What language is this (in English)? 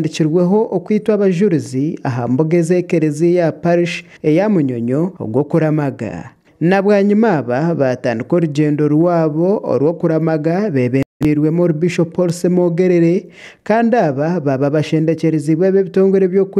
Nyankole